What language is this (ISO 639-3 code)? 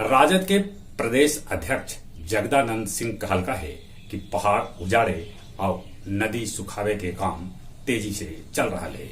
mag